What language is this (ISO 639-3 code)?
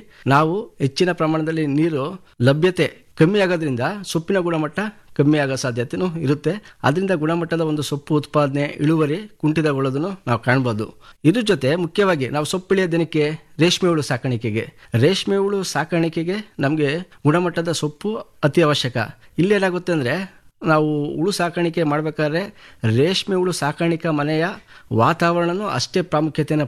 kan